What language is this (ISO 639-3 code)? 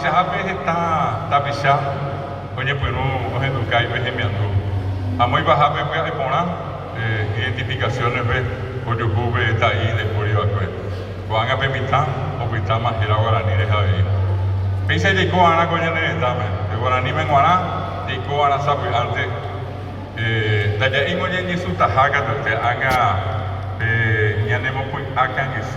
grn